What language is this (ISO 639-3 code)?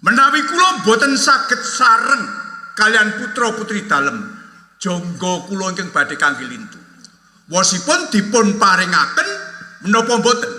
jav